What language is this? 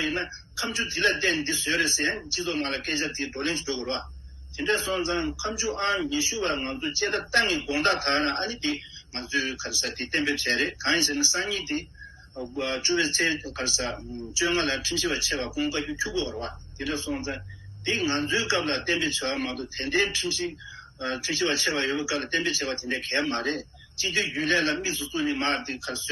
Tibetan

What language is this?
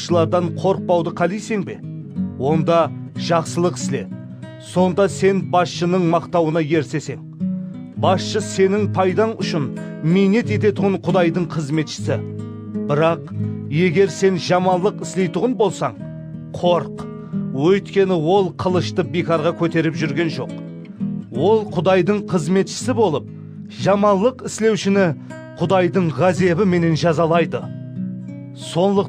Kara-Kalpak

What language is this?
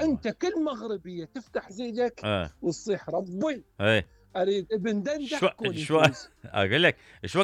Mesopotamian Arabic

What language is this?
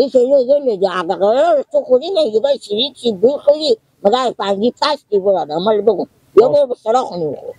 Persian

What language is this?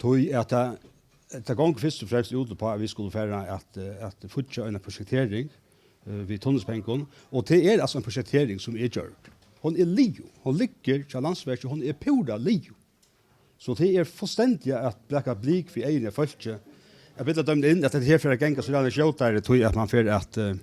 Faroese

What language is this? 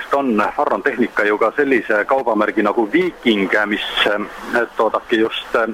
Estonian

